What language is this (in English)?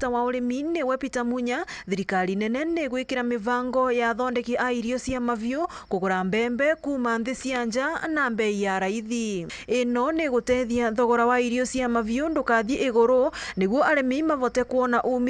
Meru